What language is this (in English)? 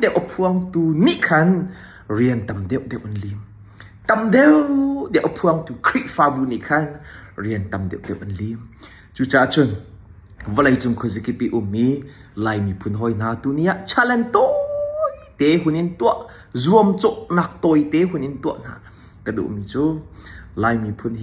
Hakha Chin